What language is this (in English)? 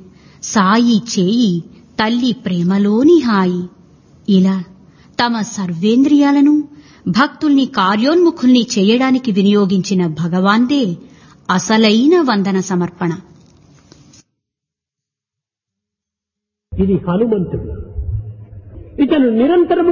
Telugu